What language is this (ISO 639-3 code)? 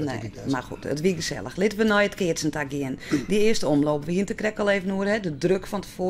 fry